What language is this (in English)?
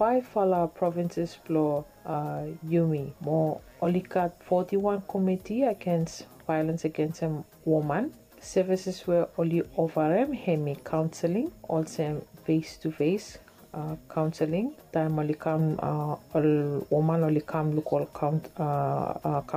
Bislama